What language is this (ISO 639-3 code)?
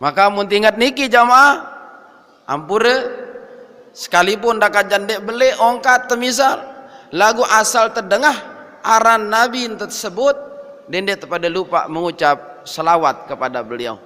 sas